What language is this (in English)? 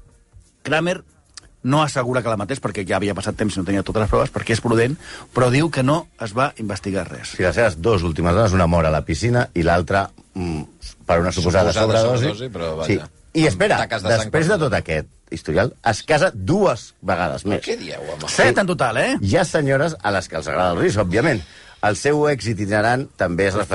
Catalan